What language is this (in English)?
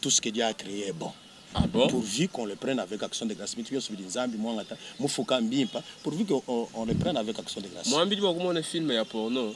Luba-Lulua